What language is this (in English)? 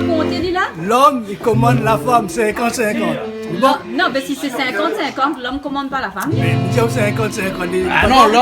Réunion Creole French